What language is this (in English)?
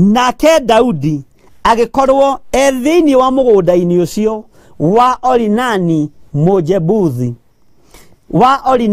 Kikuyu